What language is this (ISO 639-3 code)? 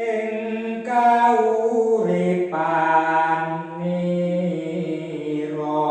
jav